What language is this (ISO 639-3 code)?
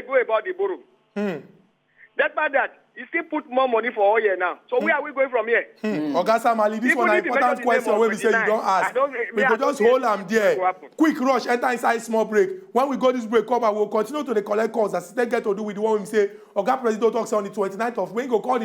pcm